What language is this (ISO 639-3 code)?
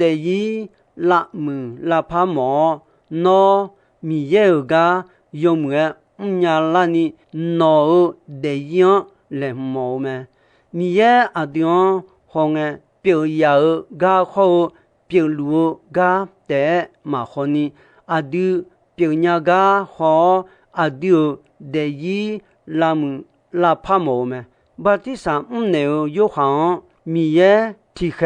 ahk